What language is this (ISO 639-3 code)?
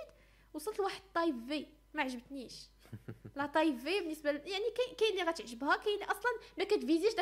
ary